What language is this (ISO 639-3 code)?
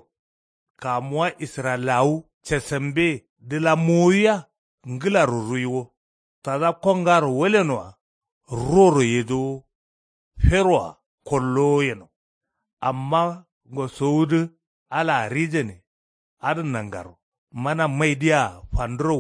kau